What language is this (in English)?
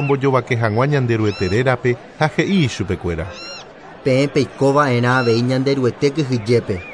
Guarani